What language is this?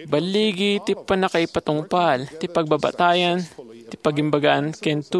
Iloko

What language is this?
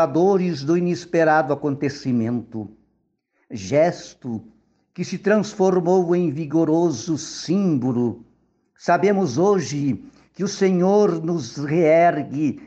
Portuguese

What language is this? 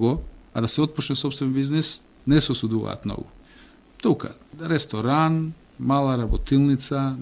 Macedonian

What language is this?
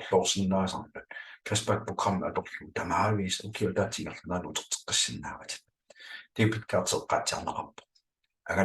Kalaallisut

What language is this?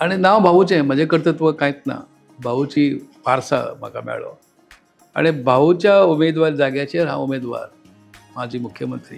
Konkani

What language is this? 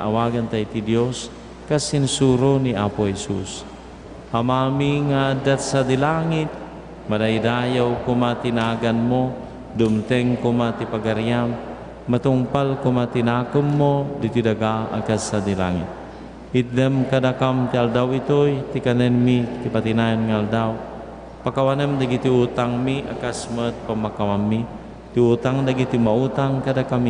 Iloko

